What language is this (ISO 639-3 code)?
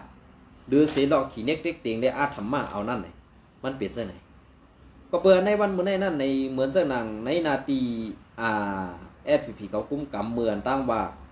shn